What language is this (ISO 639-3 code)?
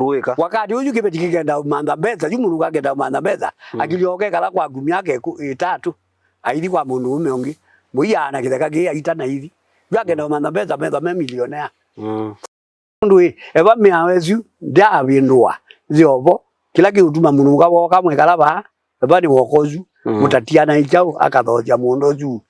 kam